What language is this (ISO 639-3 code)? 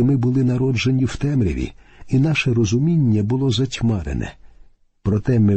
ukr